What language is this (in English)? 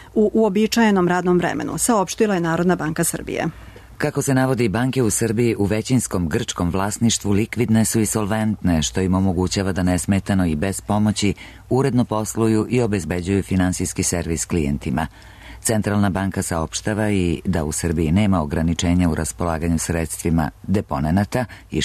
Serbian